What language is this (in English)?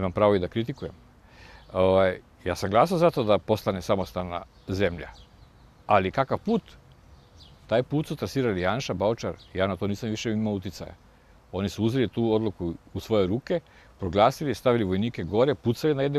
Serbian